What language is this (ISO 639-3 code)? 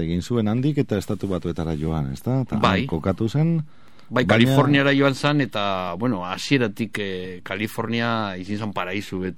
eus